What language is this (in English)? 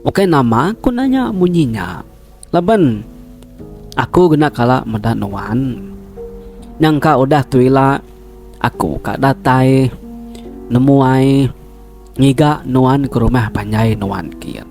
Iban